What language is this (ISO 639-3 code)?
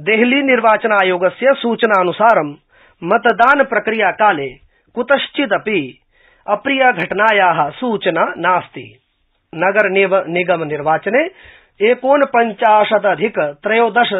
san